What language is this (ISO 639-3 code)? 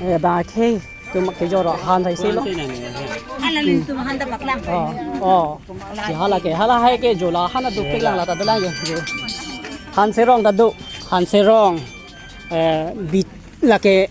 mjw